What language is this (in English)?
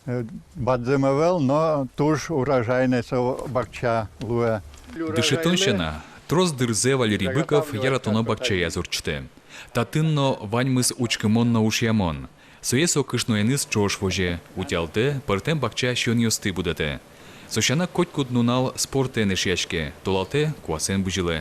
Udmurt